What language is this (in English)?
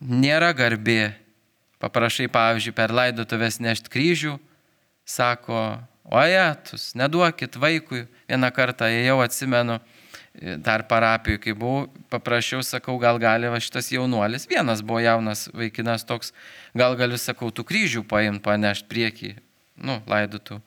Lithuanian